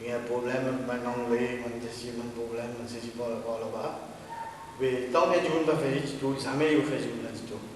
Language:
Morisyen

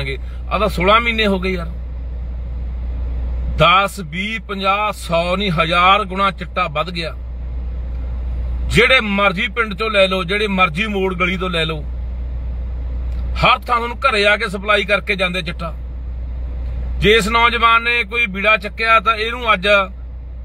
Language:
Punjabi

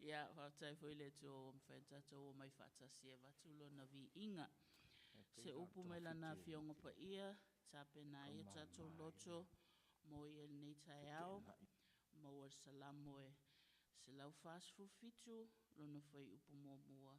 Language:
Samoan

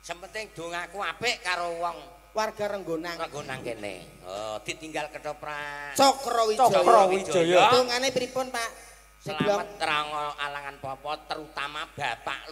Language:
Javanese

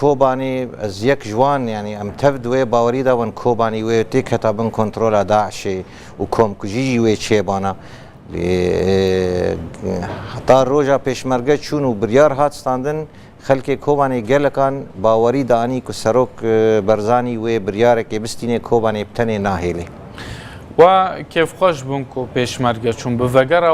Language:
Kurdish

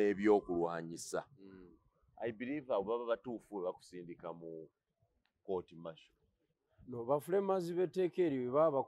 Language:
Ganda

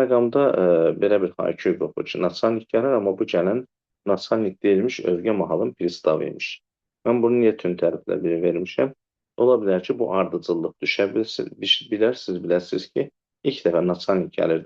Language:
Azerbaijani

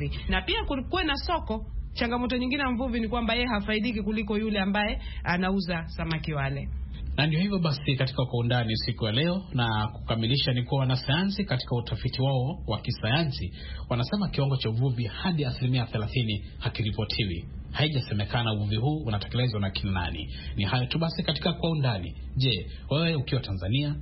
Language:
Swahili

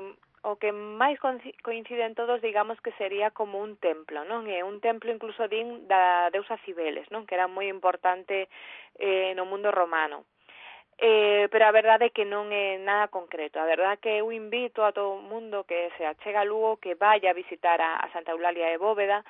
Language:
Galician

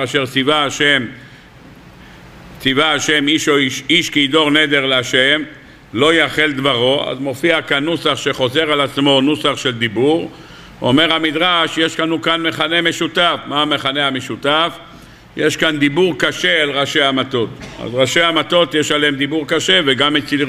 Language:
Hebrew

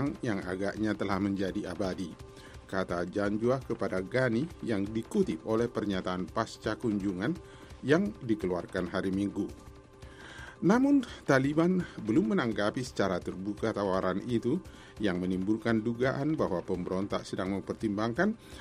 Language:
Indonesian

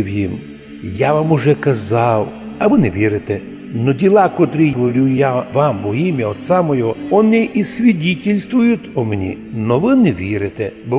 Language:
Rusyn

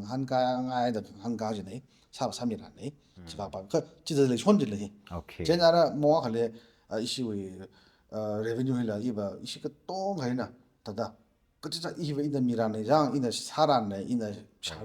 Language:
Tangkhul Naga (India)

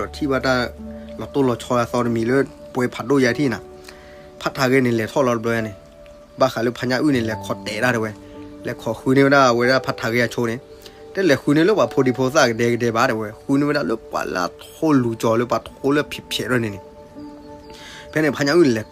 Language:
S'gaw Karen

